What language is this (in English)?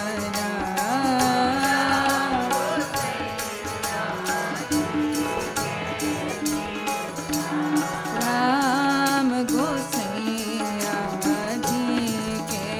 Hindi